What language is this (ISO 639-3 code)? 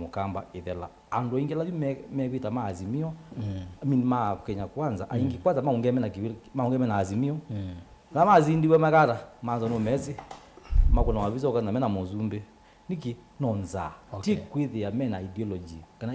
kam